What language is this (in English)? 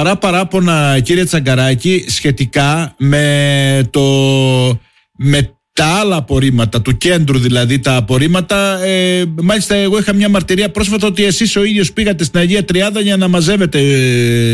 Greek